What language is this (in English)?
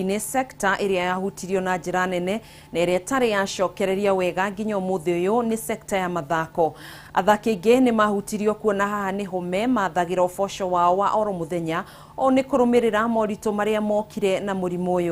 Kikuyu